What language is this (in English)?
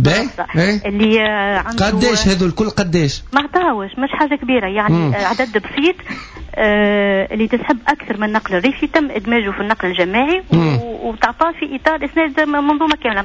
Tunisian Arabic